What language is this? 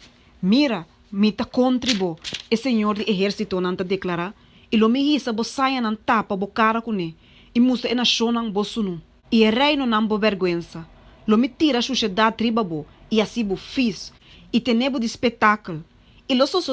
Papiamento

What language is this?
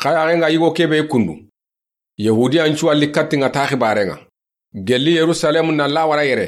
Soninke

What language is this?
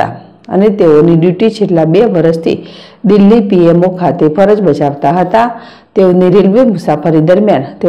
Gujarati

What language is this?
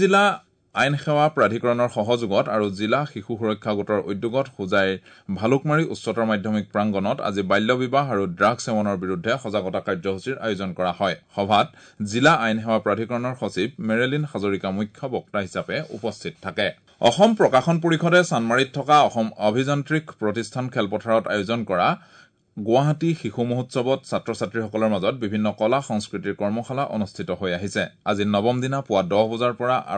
Assamese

